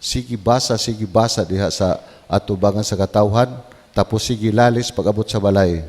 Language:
Cebuano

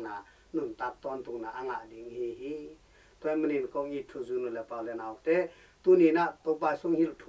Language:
Tedim Chin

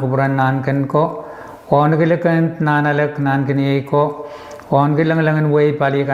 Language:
Pohnpeian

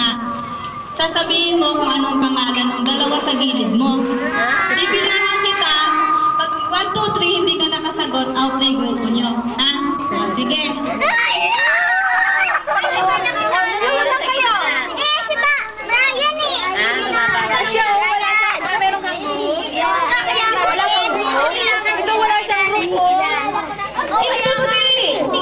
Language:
Filipino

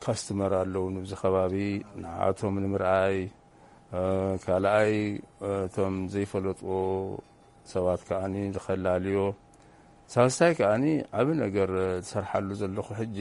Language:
Tigrinya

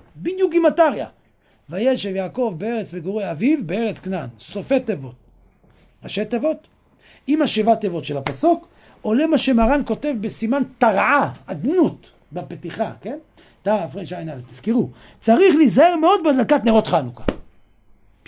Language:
Hebrew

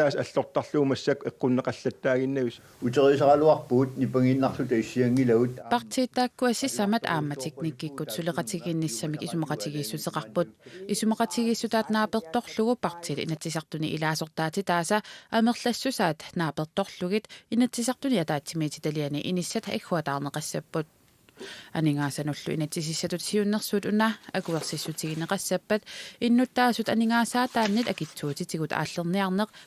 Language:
Kalaallisut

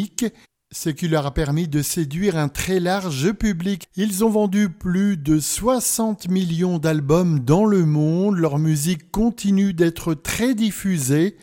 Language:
French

